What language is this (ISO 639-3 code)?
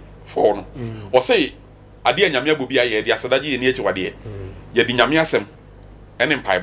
aka